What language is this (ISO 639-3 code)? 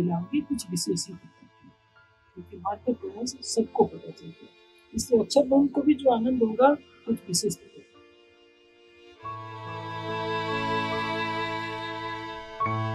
hin